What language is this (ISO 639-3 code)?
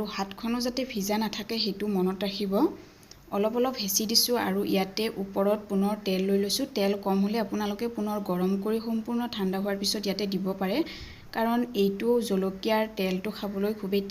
asm